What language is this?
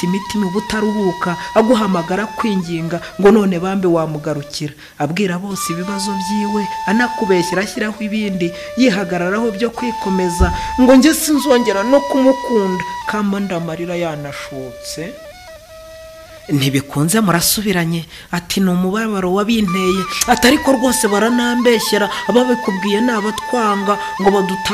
Kinyarwanda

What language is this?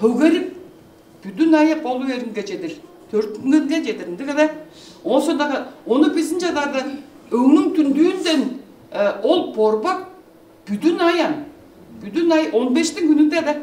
Tuvinian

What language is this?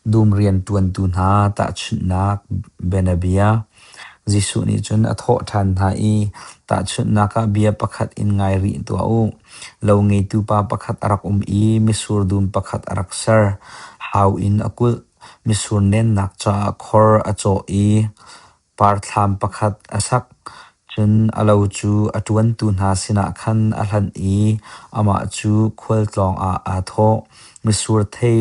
Hakha Chin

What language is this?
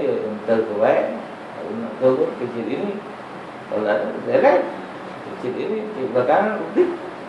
Musi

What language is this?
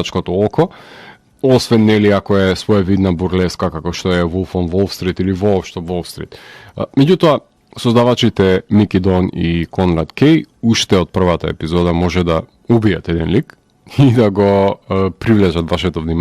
Macedonian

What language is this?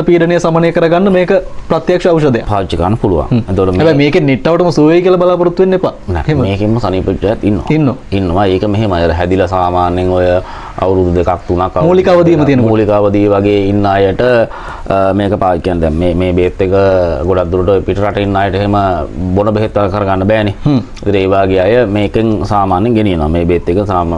Sinhala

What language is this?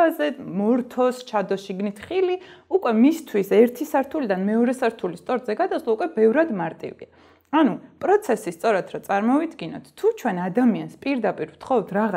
Georgian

